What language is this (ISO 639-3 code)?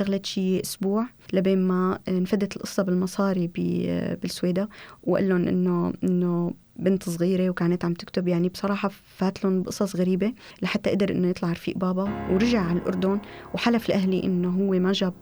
apc